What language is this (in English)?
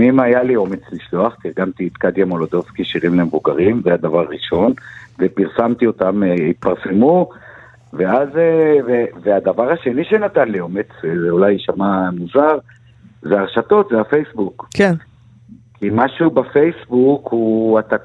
Hebrew